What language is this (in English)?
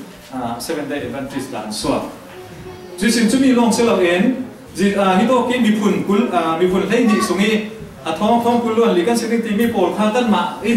Falam Chin